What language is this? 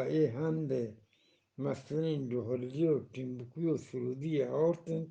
Eastern Balochi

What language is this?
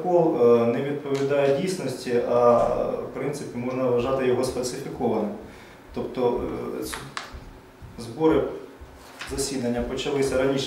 Ukrainian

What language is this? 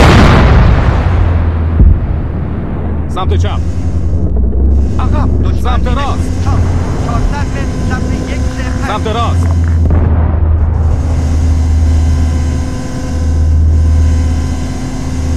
Persian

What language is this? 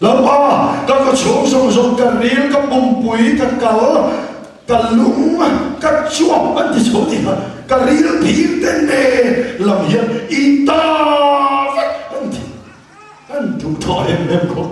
Mizo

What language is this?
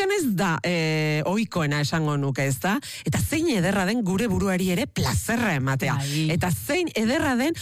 Basque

